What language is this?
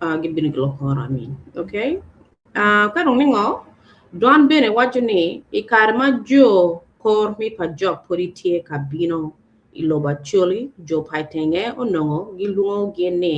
Acoli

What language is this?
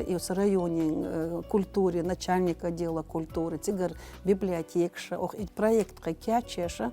Chechen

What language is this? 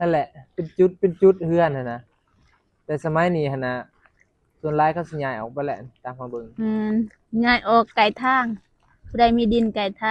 Northeastern Thai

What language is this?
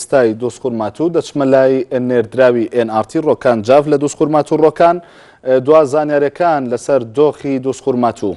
Central Kurdish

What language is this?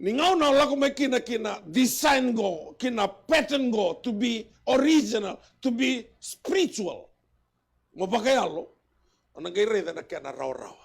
Fijian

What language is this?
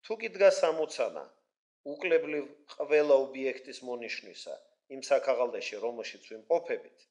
Georgian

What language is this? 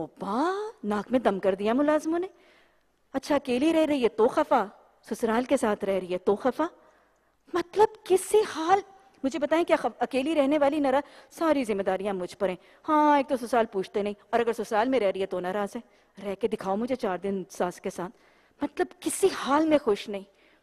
Urdu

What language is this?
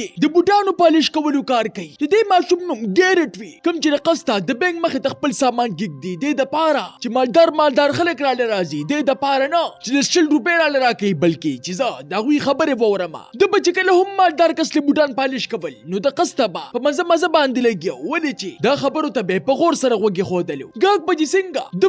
Pashto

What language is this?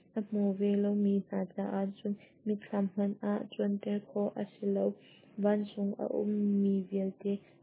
Hakha Chin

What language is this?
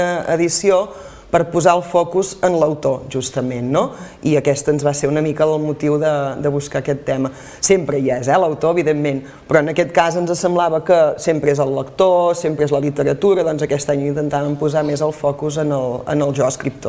Catalan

